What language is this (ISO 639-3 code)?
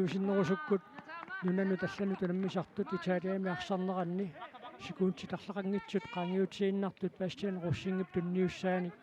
kal